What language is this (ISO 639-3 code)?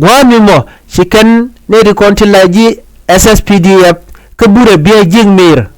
nus